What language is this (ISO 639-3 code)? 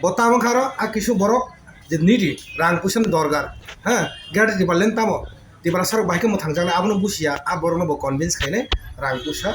trp